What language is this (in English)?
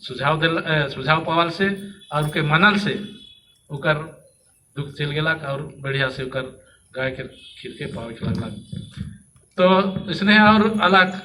Sadri